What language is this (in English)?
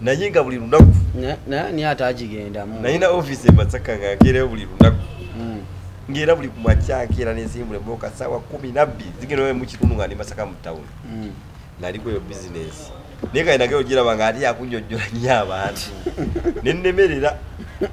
Ganda